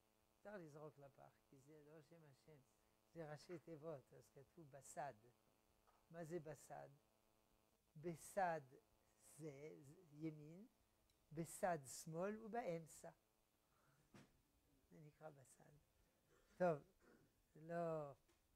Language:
Hebrew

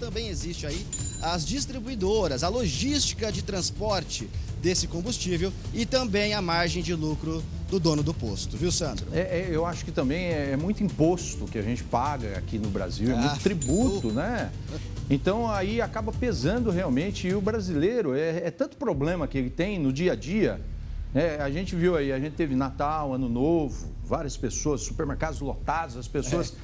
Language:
Portuguese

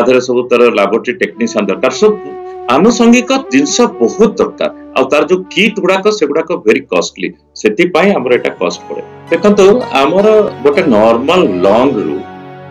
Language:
Odia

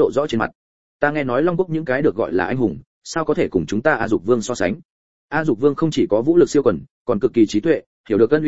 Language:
Vietnamese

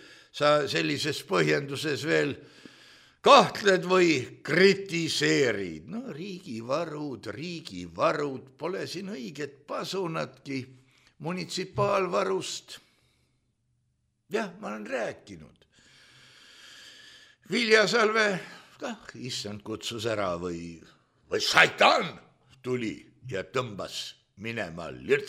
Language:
Estonian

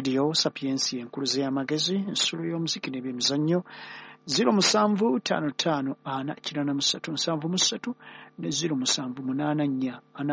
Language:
Ganda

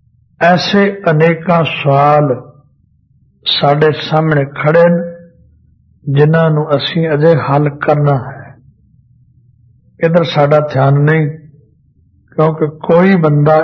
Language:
Punjabi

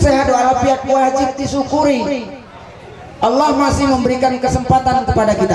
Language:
Musi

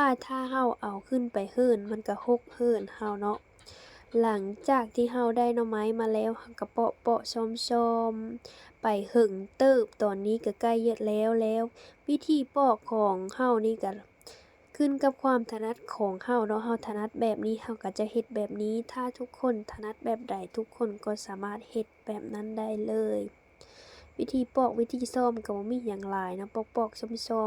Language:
Lao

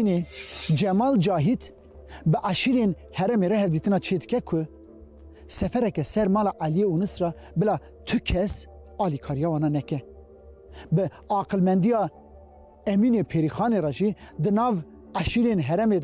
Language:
Kurdish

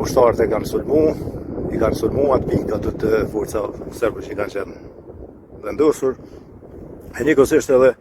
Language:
Albanian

